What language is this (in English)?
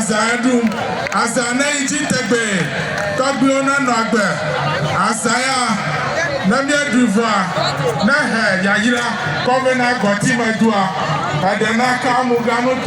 Ewe